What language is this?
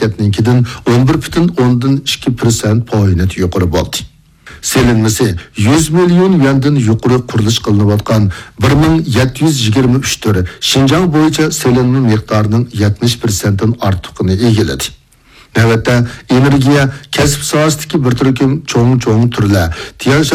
Uyghur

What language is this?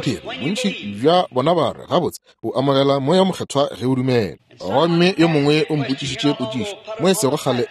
Northern Sotho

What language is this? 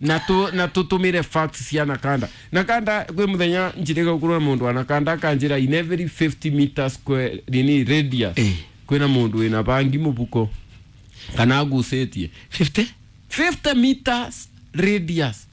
Kikuyu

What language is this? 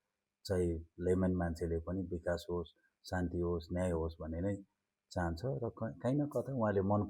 Nepali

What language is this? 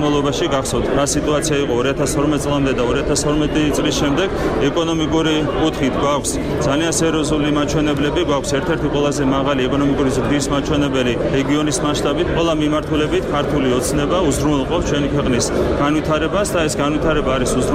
Georgian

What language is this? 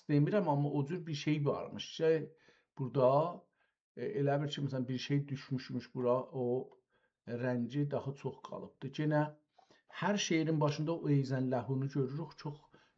South Azerbaijani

